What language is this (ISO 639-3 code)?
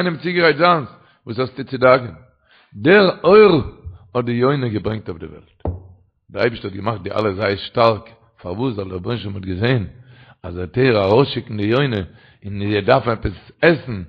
yid